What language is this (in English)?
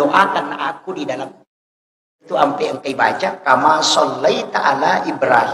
Buginese